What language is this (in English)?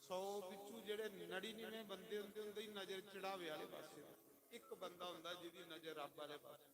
Dogri